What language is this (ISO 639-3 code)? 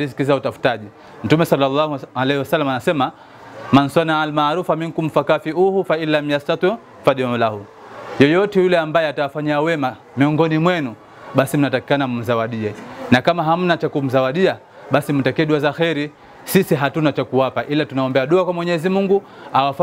swa